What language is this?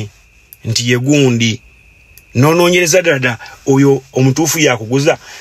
Ganda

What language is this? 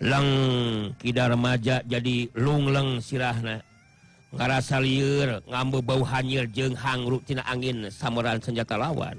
Sundanese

